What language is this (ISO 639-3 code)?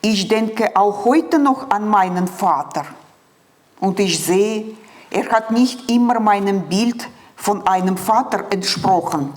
gsw